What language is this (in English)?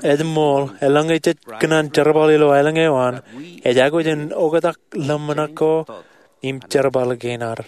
Marshallese